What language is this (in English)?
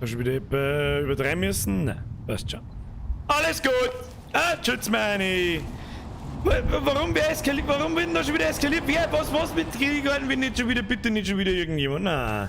Bavarian